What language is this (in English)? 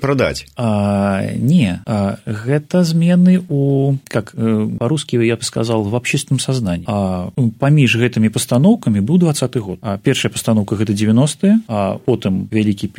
Belarusian